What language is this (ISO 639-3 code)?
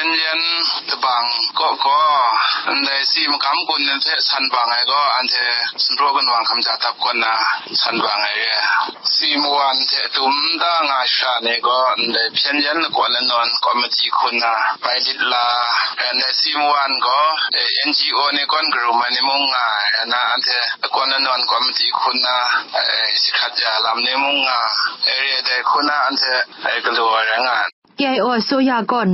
kac